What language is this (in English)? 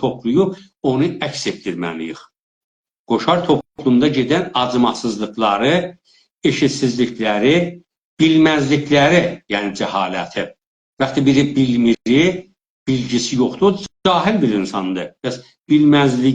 South Azerbaijani